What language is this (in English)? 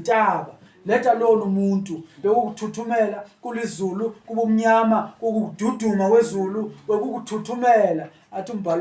Zulu